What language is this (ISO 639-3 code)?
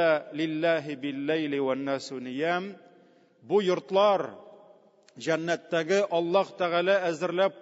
tat